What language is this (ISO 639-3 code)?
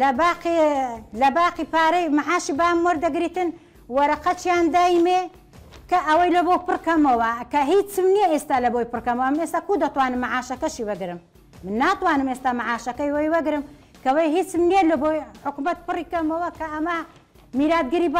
ckb